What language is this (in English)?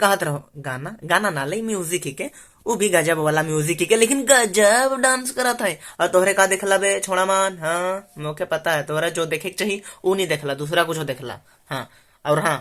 Sadri